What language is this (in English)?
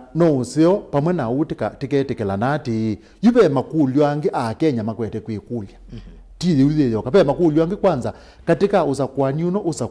Kamba